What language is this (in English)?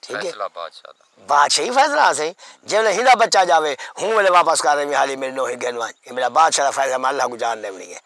Saraiki